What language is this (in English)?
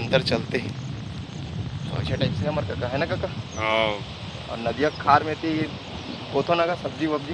Chhattisgarhi